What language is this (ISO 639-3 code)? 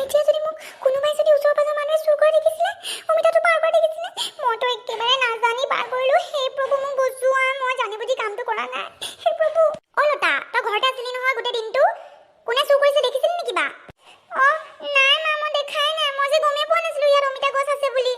asm